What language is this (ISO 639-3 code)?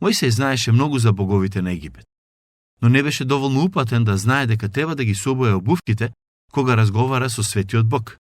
mkd